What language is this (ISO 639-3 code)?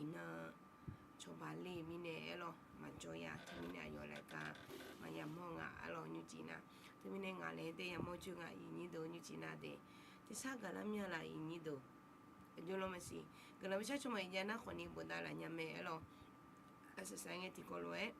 ahk